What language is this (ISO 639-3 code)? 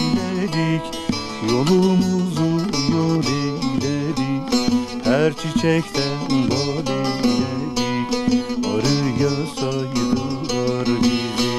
zza